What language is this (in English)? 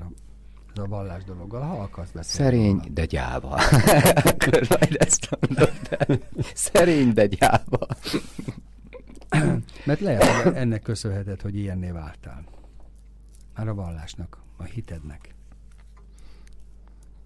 Hungarian